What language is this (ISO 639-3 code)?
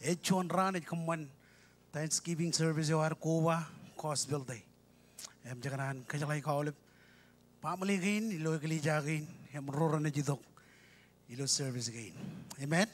mah